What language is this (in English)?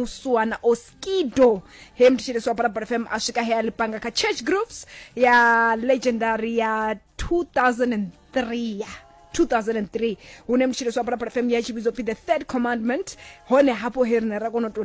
Venda